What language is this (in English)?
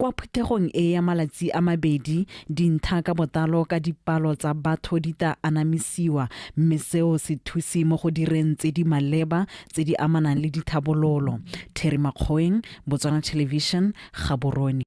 Tswana